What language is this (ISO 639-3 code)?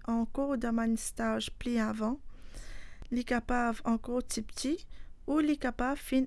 mfe